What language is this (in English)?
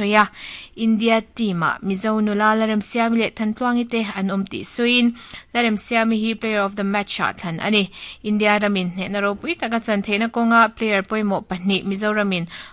Mizo